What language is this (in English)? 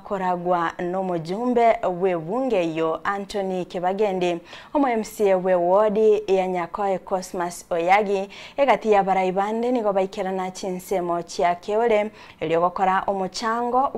Gusii